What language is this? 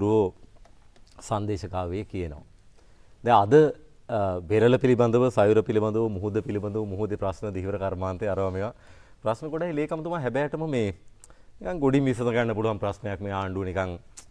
Sinhala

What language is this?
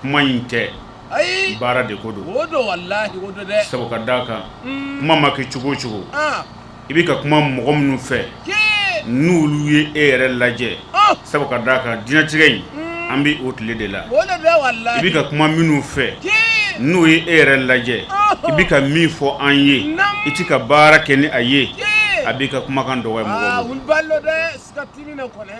Bambara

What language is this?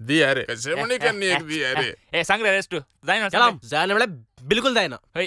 Konkani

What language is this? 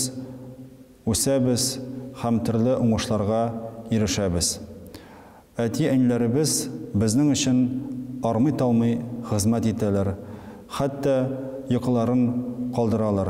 Tatar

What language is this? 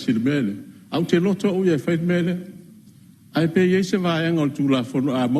Samoan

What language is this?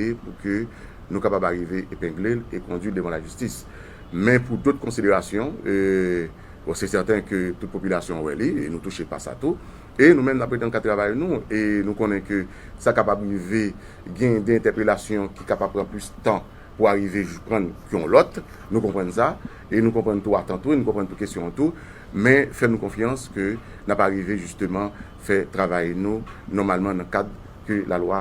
Haitian Creole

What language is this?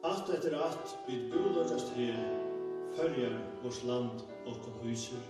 Faroese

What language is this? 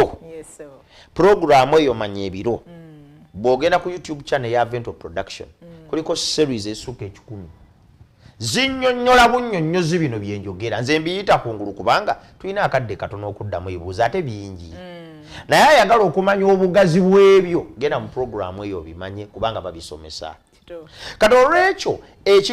Ganda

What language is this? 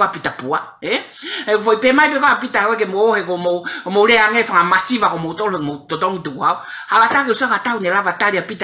Tongan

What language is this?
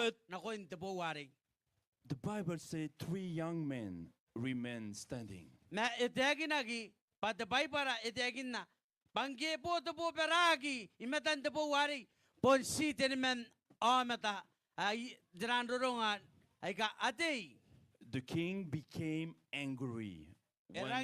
Gilbertese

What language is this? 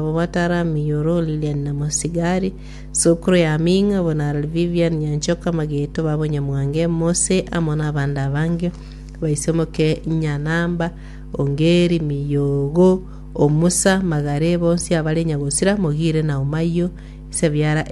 Gusii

